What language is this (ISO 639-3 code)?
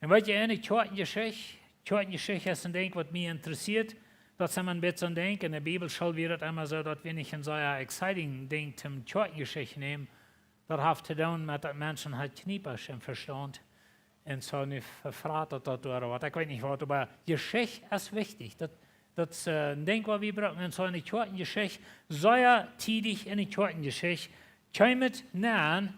pdt